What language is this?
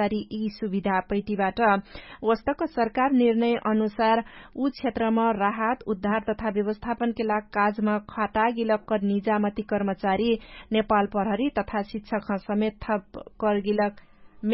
Dangaura Tharu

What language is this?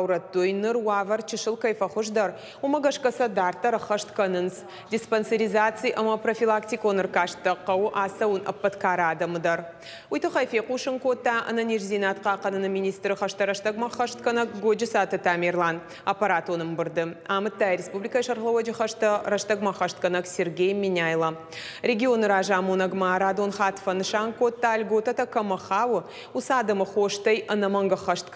Ossetic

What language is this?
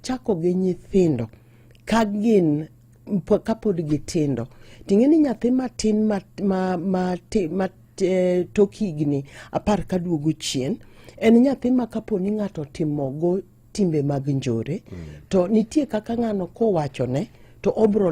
Luo (Kenya and Tanzania)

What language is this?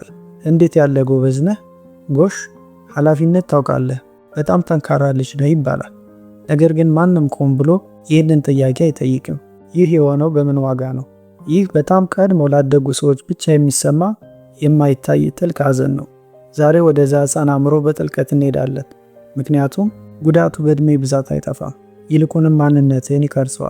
Amharic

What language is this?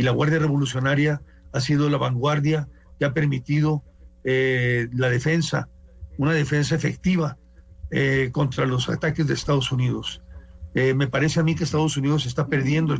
Spanish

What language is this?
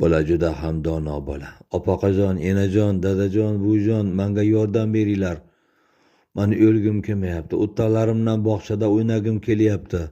Uzbek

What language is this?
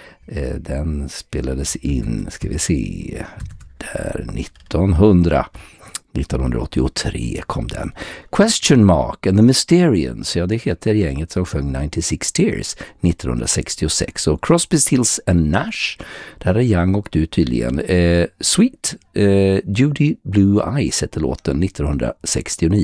Swedish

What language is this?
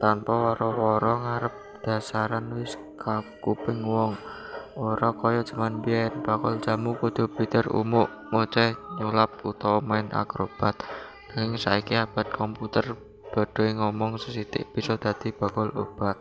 Javanese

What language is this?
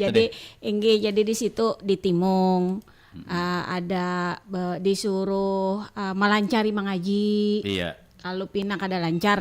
Banjar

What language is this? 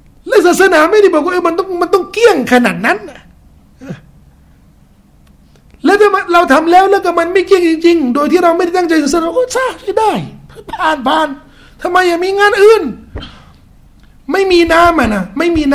Thai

